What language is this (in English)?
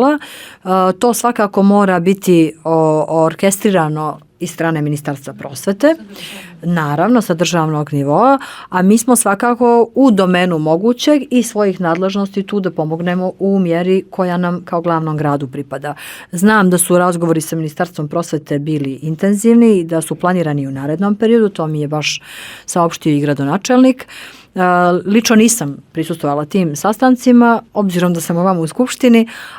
Bosnian